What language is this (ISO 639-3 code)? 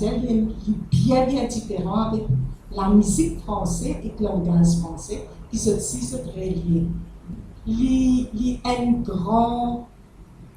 mfe